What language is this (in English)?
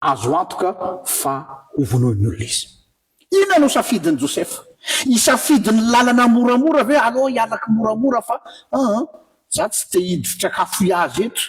Malagasy